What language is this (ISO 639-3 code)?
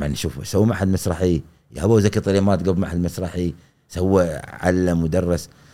afb